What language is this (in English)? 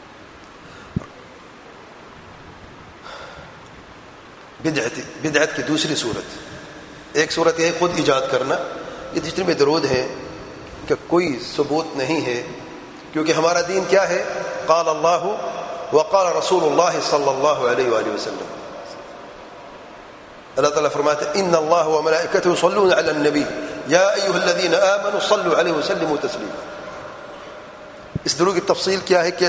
Urdu